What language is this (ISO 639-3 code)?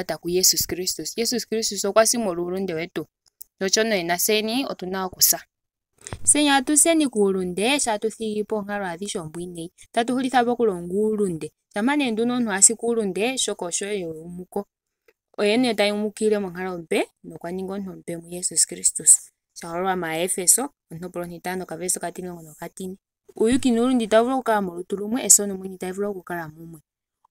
ndo